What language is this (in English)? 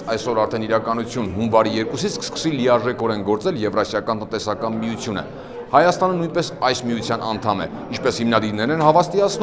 Armenian